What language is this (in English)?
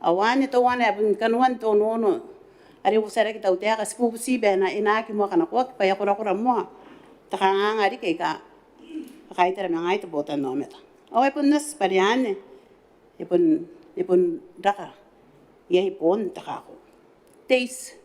Gilbertese